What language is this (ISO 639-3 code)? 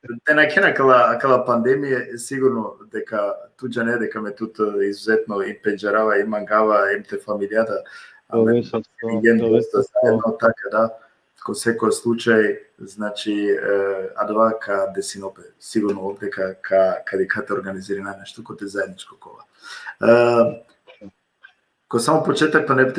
rmn